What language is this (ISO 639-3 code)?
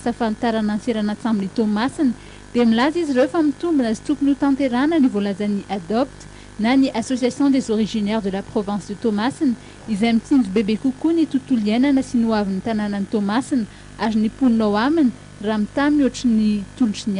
mlg